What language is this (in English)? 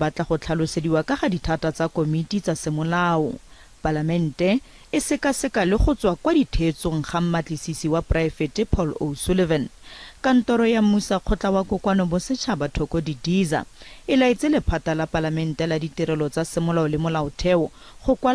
Tswana